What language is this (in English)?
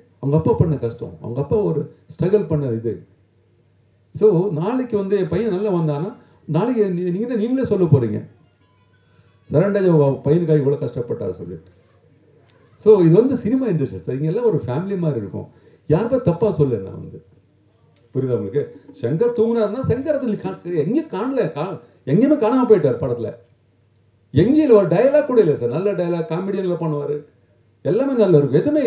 Tamil